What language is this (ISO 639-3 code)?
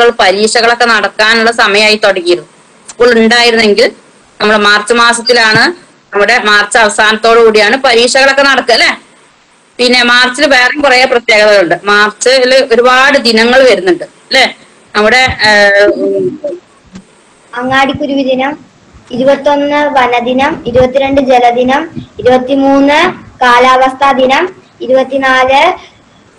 mal